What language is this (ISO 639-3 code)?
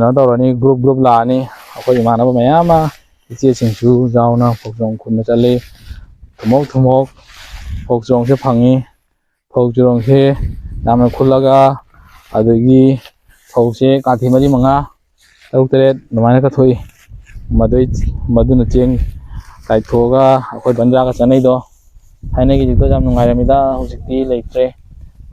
mni